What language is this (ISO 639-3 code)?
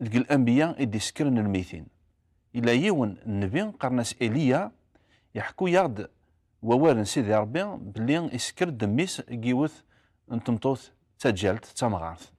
kab